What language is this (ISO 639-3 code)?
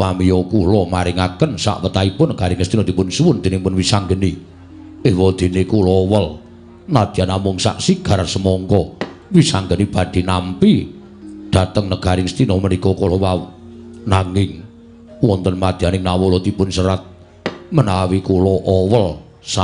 jav